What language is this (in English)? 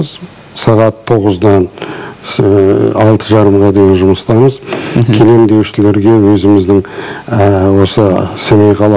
Kazakh